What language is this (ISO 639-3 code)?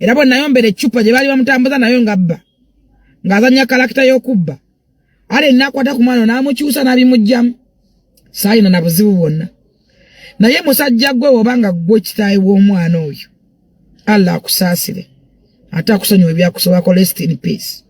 lug